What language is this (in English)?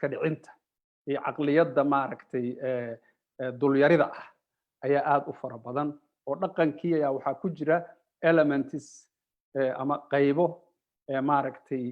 Somali